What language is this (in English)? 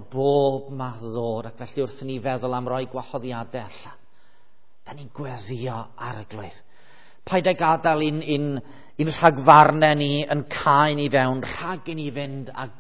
Welsh